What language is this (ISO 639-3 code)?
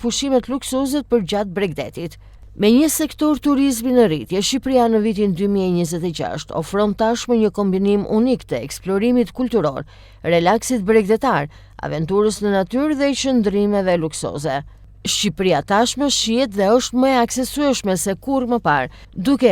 sqi